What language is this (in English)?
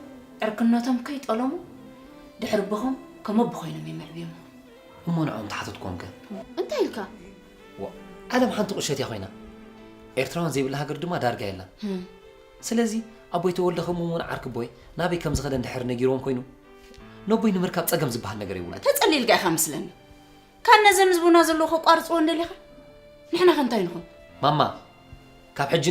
Tigrinya